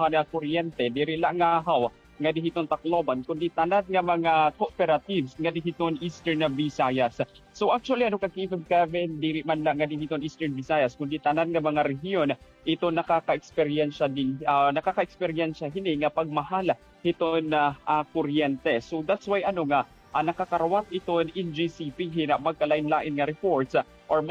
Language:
Waray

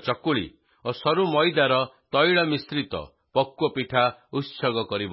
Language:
Odia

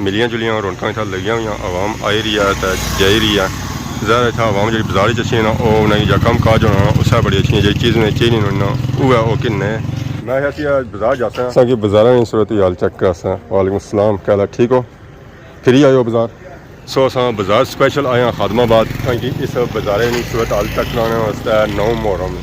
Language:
Pahari-Potwari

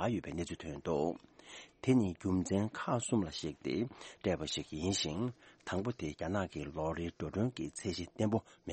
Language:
Tibetan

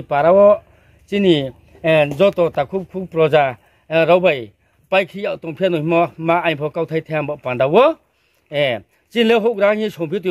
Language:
Riang (India)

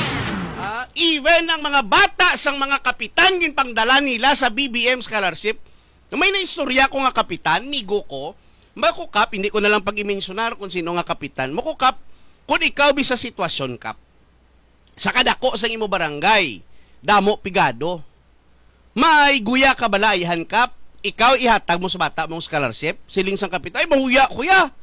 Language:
Hiligaynon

